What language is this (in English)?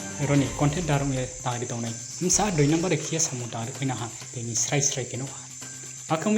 Riang (India)